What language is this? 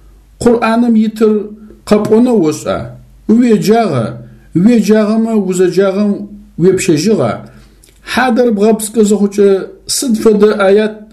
Adyghe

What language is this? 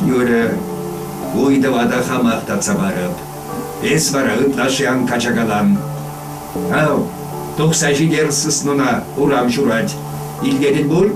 Chuvash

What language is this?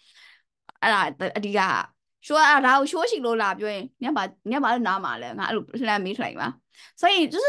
Chinese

